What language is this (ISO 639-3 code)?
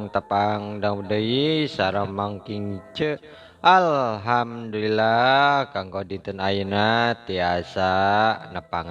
sun